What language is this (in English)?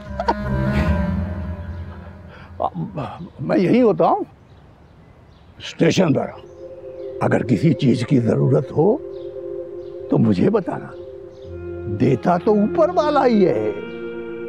Hindi